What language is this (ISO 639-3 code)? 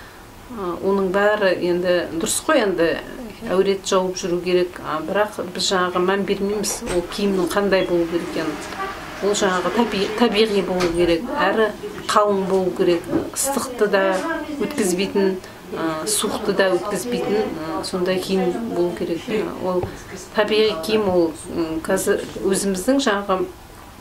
kaz